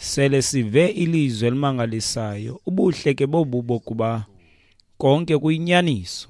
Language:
Xhosa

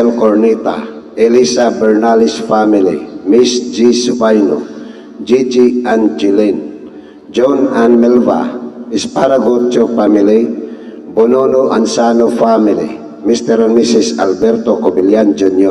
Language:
Cebuano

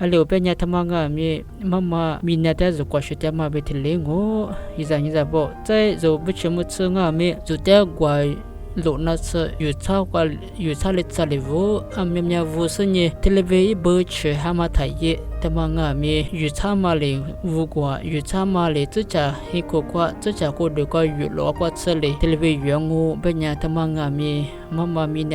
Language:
Lisu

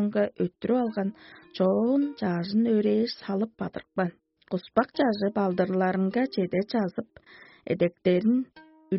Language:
Tuvinian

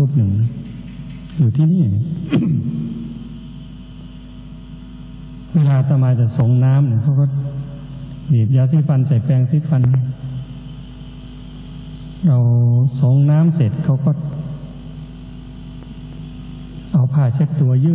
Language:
Thai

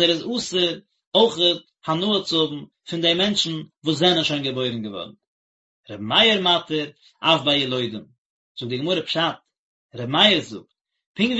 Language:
Yiddish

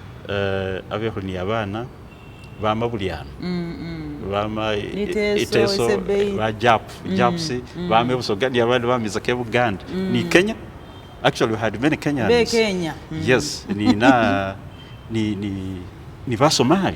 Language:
Masaaba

